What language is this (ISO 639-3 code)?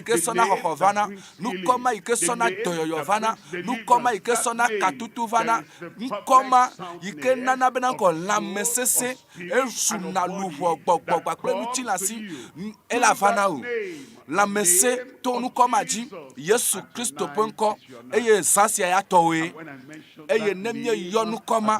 ewe